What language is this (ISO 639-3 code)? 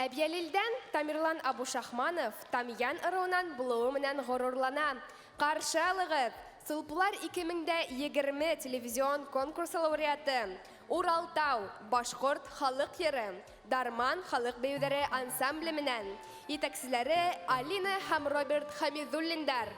bak